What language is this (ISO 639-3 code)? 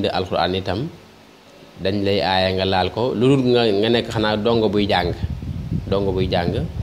wol